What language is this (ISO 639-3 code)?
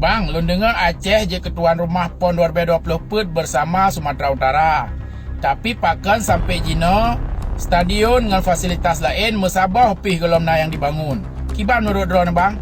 ace